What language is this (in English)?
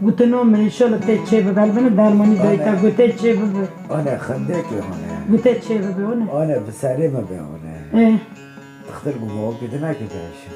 Kurdish